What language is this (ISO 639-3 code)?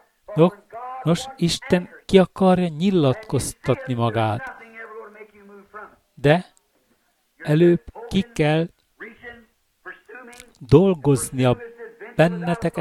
hun